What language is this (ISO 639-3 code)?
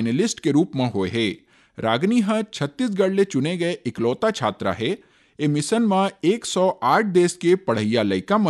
hne